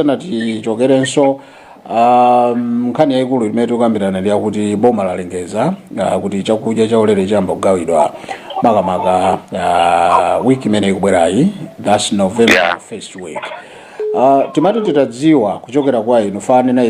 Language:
Nyanja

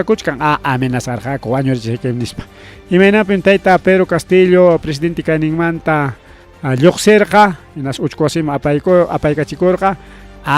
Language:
Ayacucho Quechua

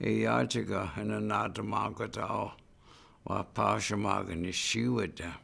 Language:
Chippewa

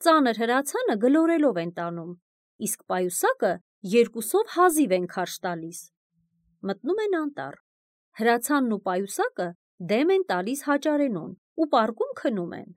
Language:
Armenian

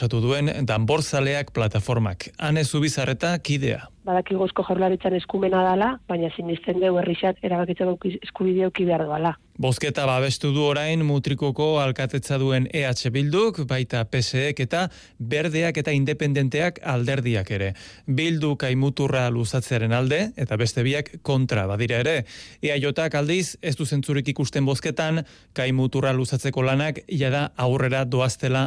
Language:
Basque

